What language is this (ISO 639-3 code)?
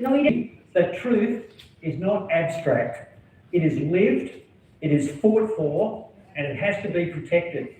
tet